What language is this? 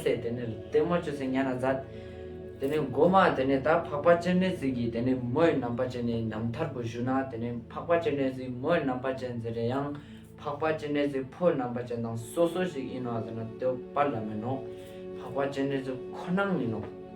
Ladakhi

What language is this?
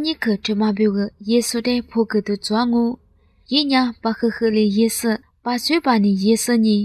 Lisu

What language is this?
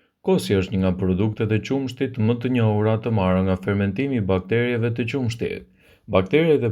Albanian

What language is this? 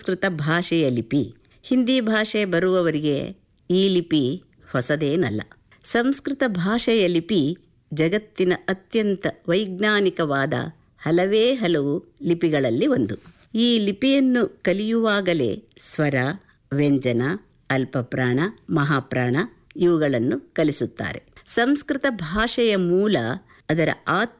Kannada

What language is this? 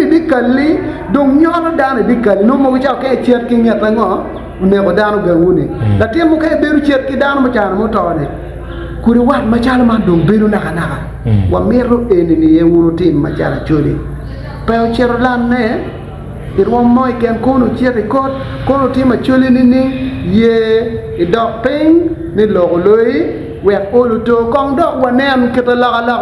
Acoli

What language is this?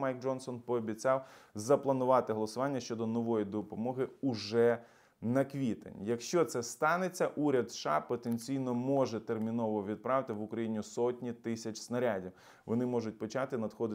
Ukrainian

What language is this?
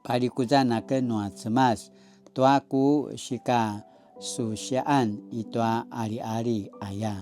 Paiwan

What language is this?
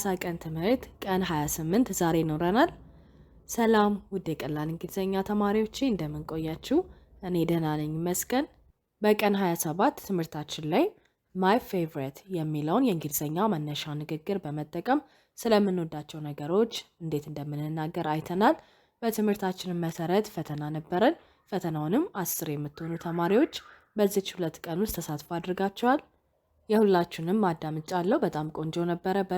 Amharic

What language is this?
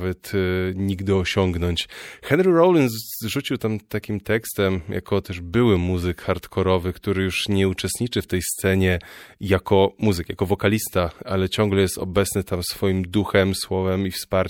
Polish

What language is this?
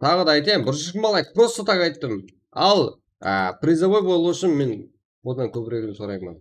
Kara-Kalpak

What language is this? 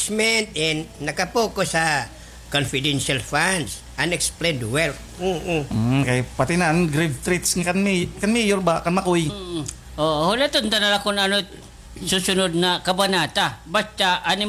Waray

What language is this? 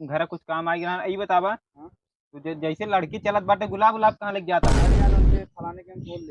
Awadhi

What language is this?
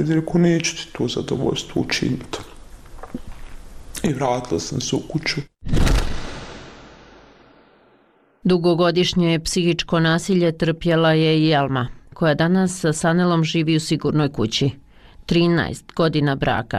Bosnian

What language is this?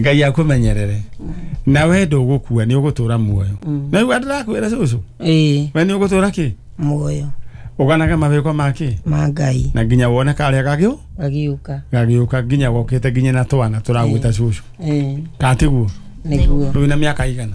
Kikuyu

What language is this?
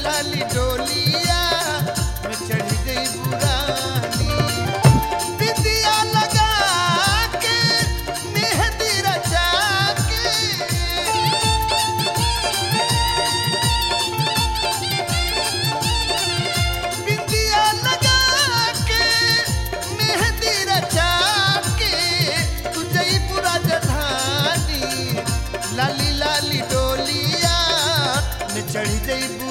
Bhojpuri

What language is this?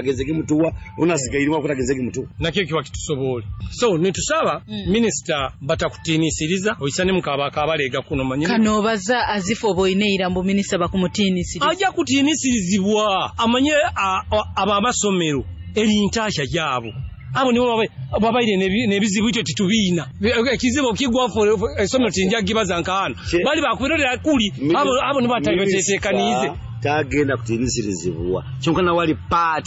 Nyoro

